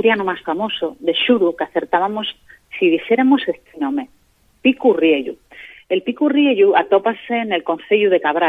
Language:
Asturian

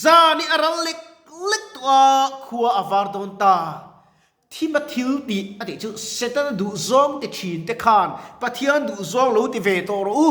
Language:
Mizo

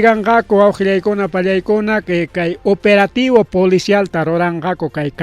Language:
Ayacucho Quechua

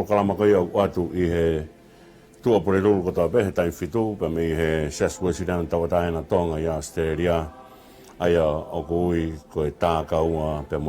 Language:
Tongan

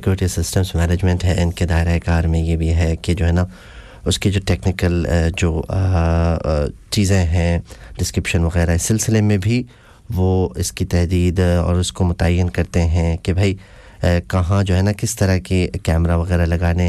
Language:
Urdu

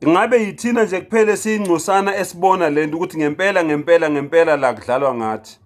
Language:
Zulu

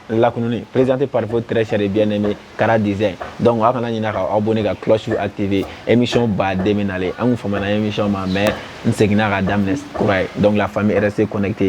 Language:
Bambara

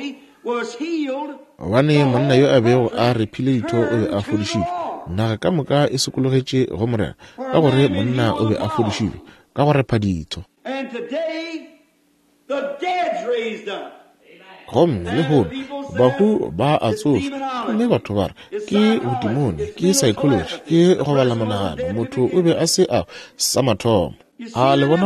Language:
Northern Sotho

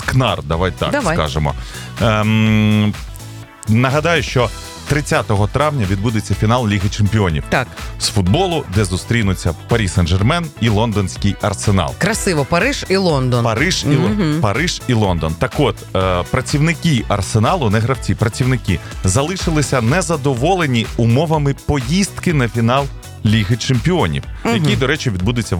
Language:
Ukrainian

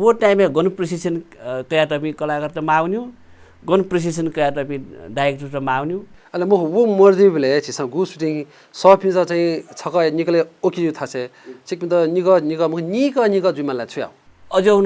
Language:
Newari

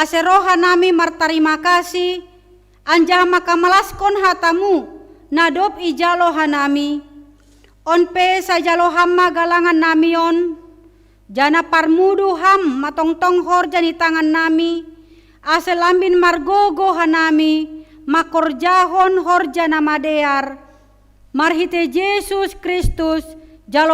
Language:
Batak Simalungun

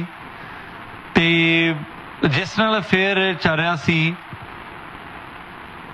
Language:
Punjabi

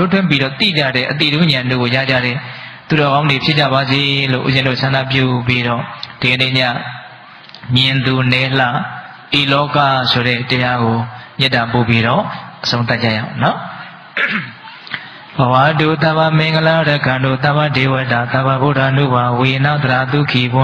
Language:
Burmese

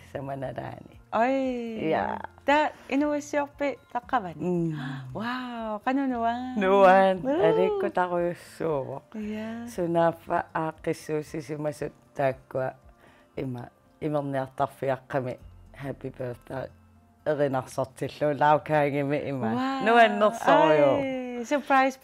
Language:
Kalaallisut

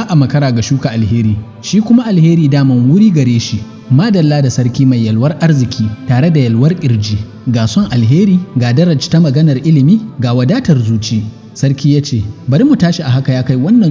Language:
Hausa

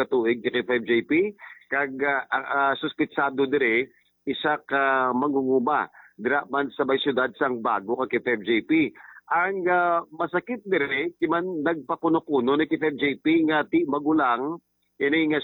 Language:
Hiligaynon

